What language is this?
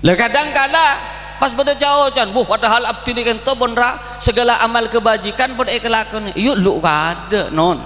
Madurese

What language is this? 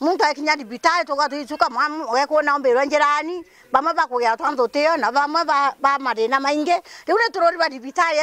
Meru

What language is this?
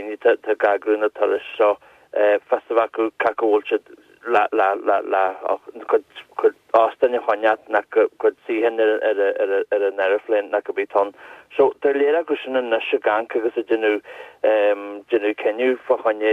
Irish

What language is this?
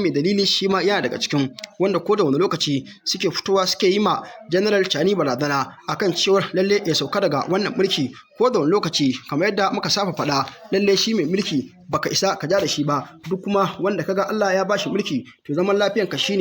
Hausa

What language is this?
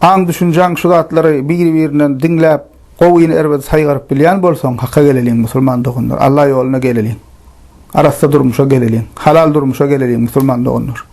Turkmen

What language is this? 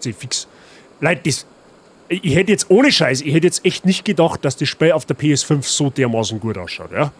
Bavarian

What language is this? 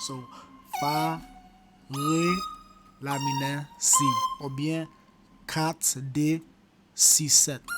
Haitian Creole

